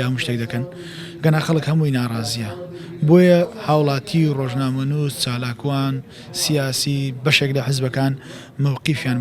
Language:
Central Kurdish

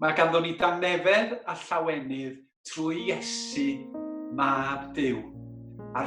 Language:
Welsh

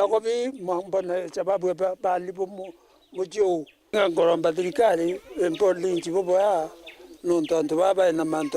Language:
Meru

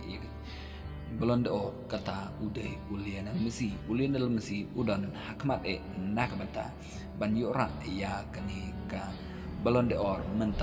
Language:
Khasi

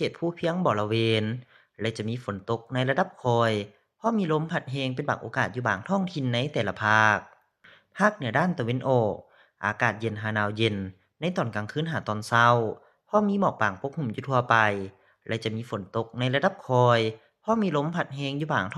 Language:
Lao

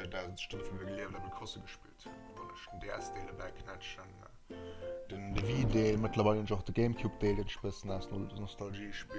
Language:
Luxembourgish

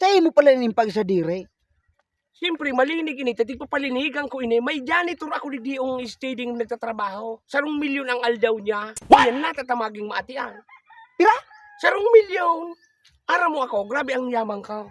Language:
Bikol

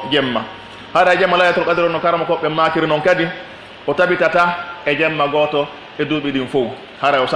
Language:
Pular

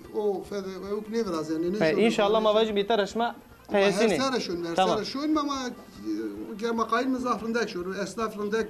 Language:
Zaza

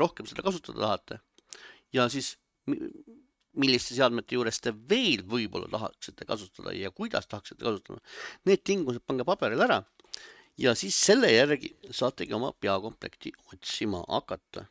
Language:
Estonian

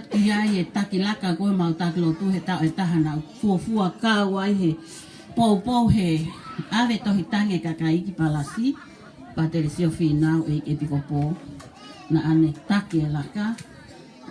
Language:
Tongan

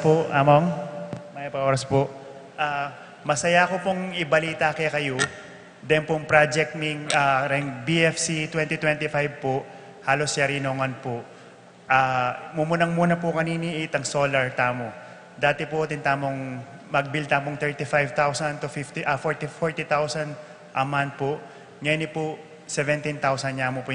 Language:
Pampanga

